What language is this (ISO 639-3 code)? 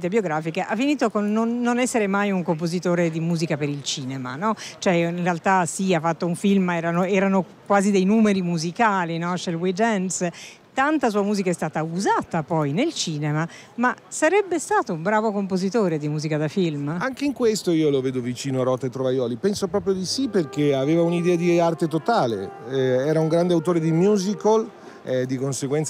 ita